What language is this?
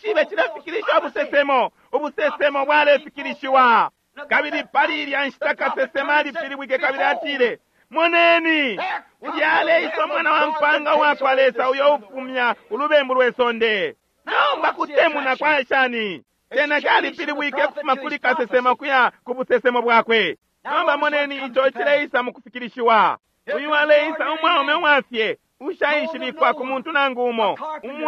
Bemba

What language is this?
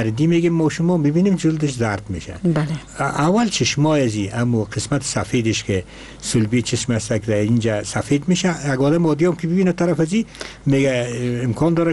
Persian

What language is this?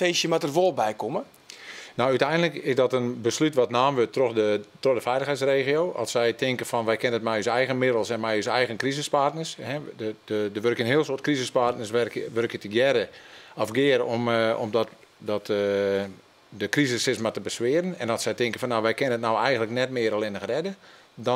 Western Frisian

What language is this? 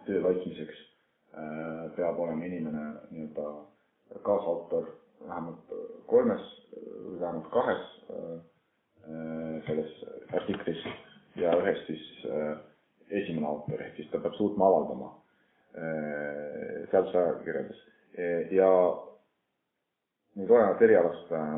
Estonian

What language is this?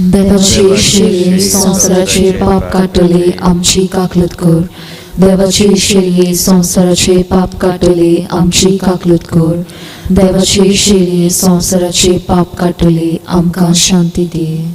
Konkani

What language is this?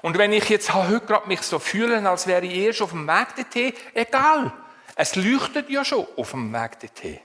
Swiss German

